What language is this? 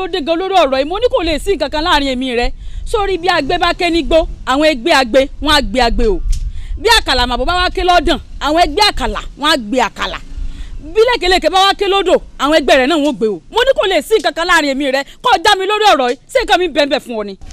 Yoruba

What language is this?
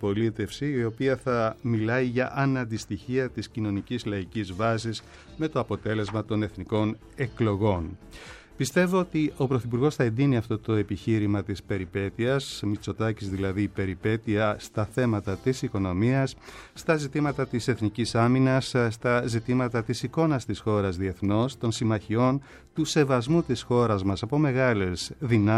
Greek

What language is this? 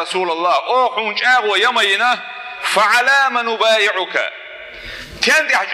Chechen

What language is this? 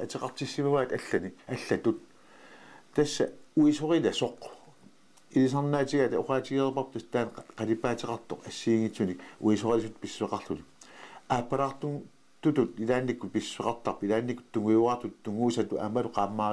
Kalaallisut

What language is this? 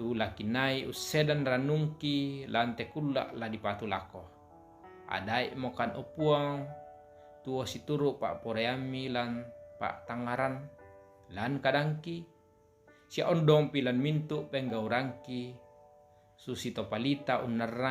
Toraja-Sa'dan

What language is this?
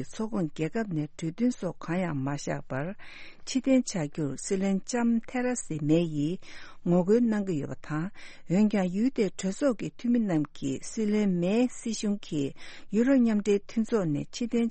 Tibetan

